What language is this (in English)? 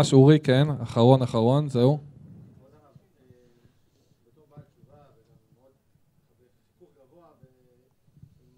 Hebrew